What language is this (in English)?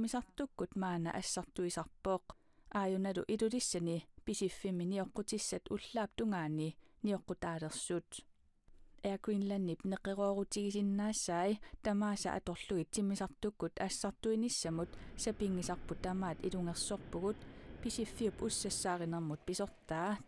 Kalaallisut